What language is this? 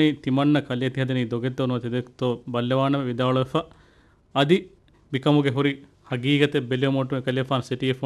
Divehi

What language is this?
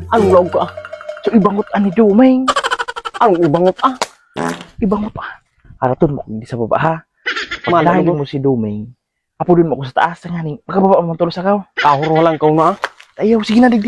Bikol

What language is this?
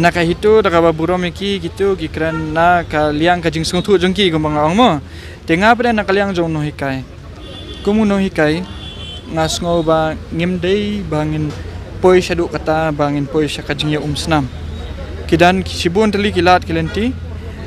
Khasi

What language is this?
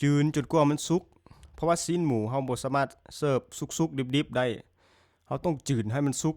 Lao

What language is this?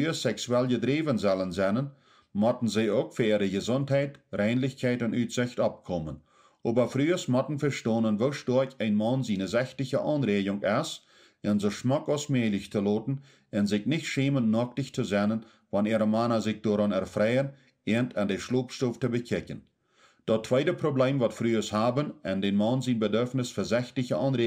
Plautdietsch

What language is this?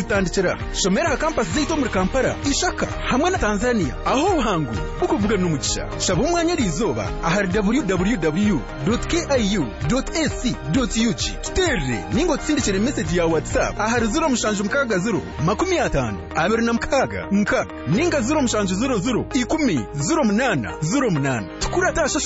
Kinyarwanda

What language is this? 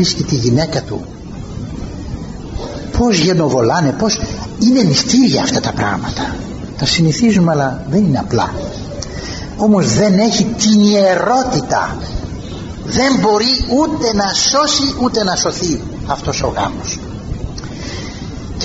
Greek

